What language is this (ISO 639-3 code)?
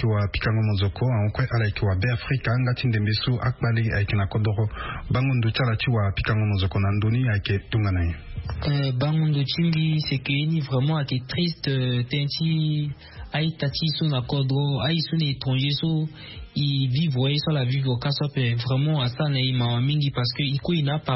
sag